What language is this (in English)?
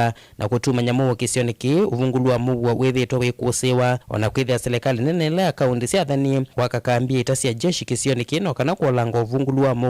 Kamba